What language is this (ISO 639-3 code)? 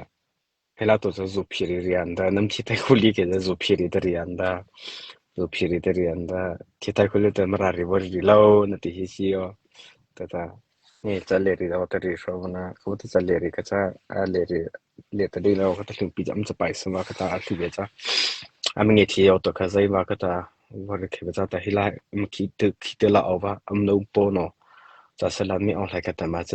mrh